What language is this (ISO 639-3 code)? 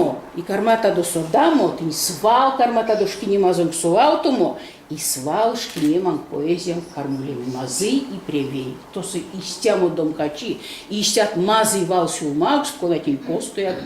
myv